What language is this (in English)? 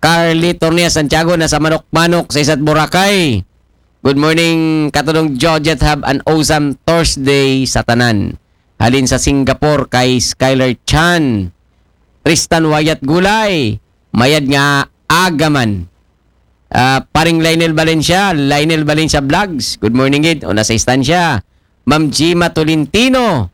Aklanon